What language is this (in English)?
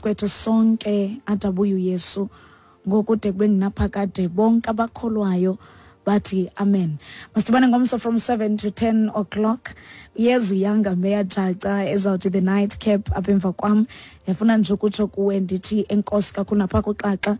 Xhosa